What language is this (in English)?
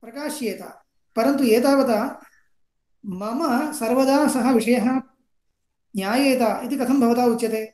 Sanskrit